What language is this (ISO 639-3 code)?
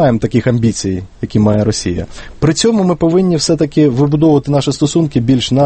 ukr